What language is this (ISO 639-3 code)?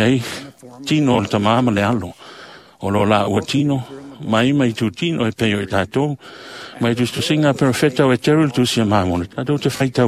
smo